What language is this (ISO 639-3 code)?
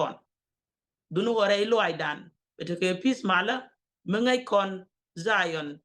nus